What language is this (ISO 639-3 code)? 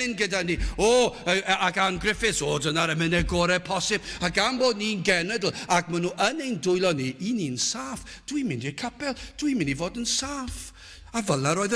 cym